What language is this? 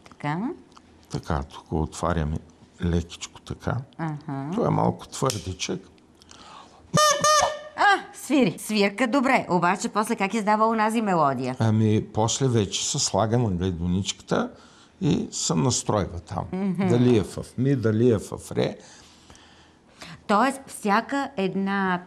Bulgarian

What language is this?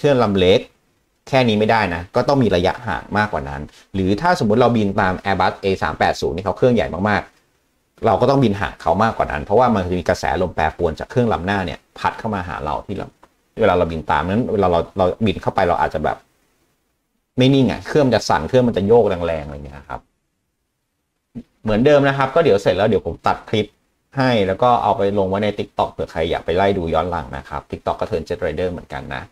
Thai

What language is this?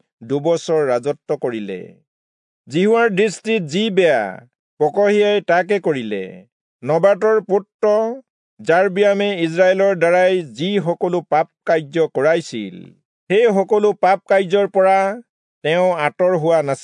Assamese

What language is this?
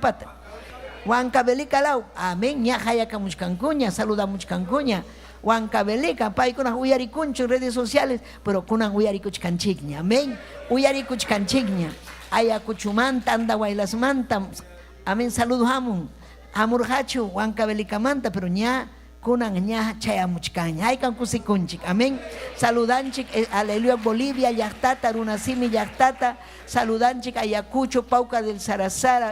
Ayacucho Quechua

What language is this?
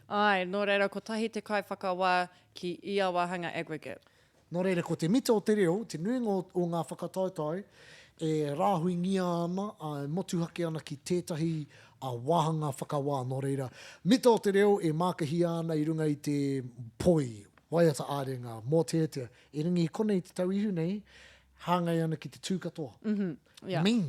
Māori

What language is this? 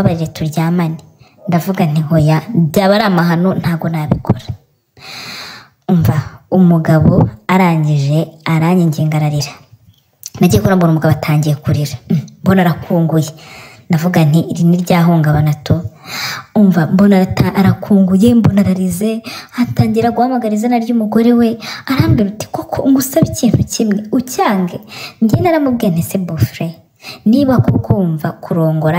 Kinyarwanda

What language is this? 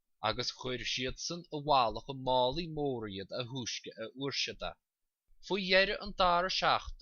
Irish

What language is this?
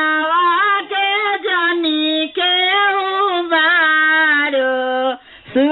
Bhojpuri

